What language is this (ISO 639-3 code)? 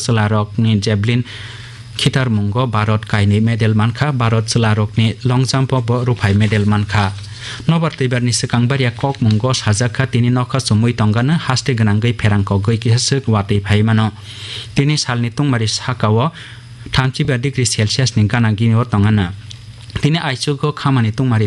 trp